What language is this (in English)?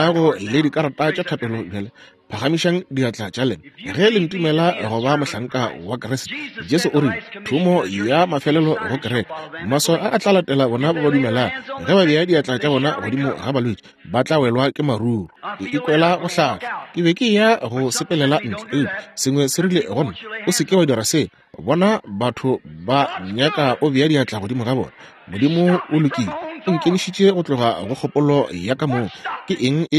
Northern Sotho